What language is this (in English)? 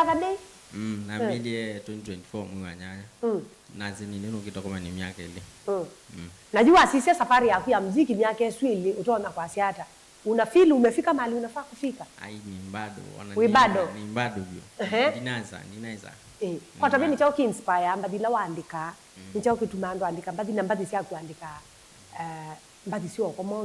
Kamba